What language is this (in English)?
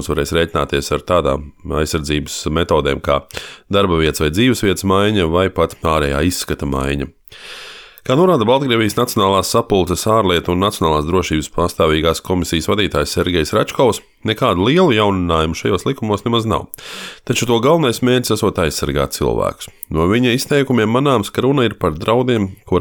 Latvian